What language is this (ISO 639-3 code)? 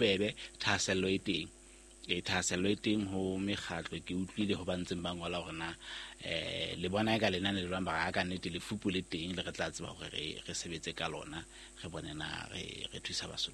sot